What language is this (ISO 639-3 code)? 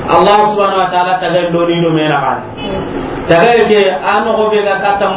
snk